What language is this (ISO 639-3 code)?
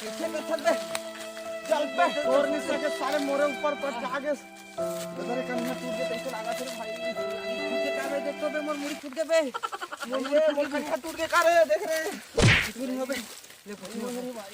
hne